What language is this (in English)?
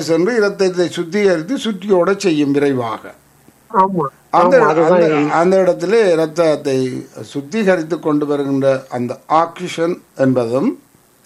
Tamil